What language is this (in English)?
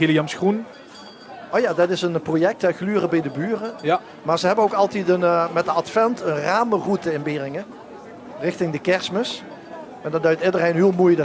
Limburgish